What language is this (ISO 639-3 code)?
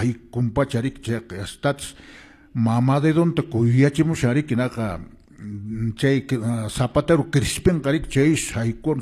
que